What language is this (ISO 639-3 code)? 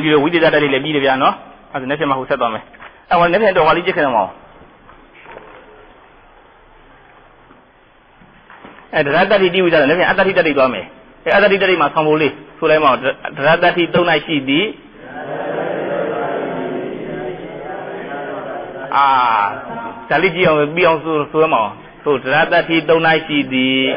mya